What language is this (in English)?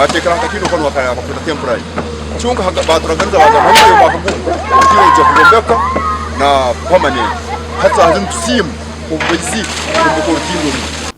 Nyankole